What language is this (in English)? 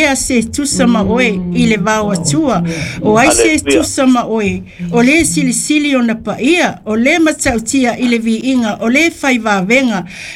Samoan